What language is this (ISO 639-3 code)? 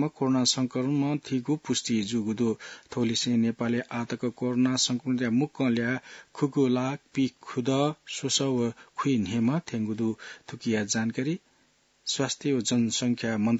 new